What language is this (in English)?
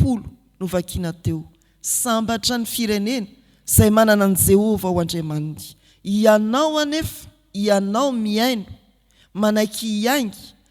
Malagasy